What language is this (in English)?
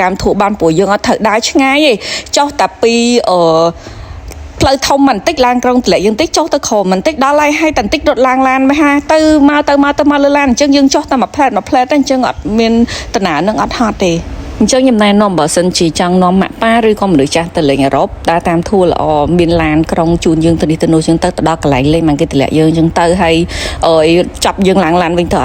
Khmer